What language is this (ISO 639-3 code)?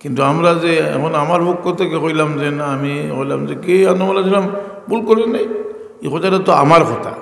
syl